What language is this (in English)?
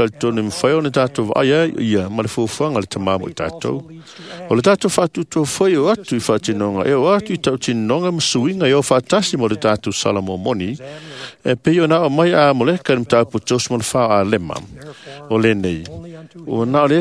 Samoan